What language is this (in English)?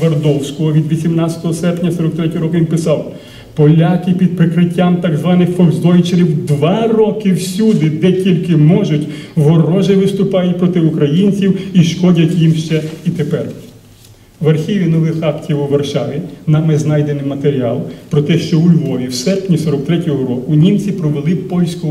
Ukrainian